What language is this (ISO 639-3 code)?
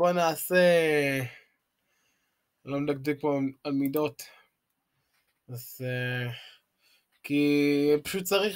heb